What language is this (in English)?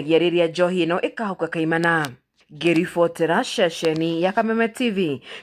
Kikuyu